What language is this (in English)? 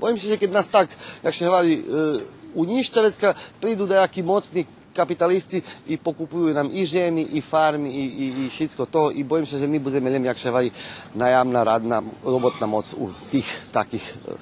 Rusyn